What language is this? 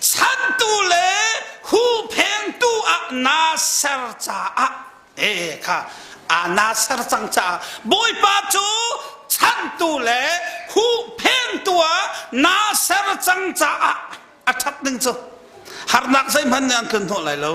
Hakha Chin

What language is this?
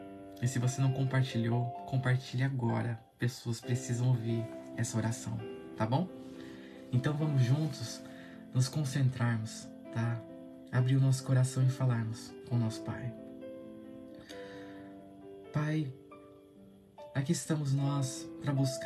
Portuguese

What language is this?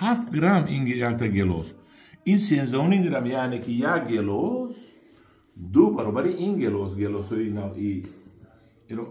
Tajik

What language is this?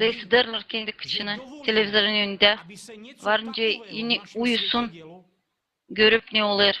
Gagauz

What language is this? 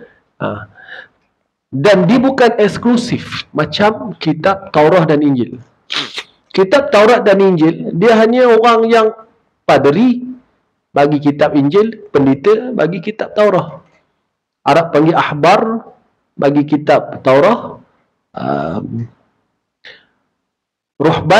Malay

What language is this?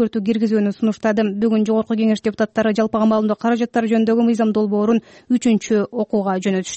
Kyrgyz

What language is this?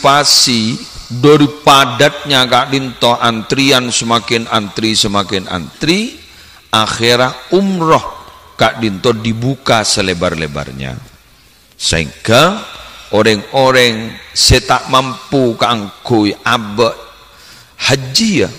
Madurese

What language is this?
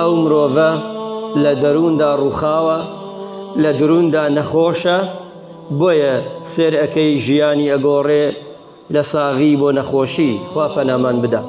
Central Kurdish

